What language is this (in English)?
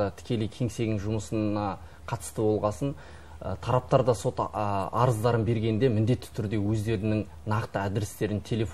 Kazakh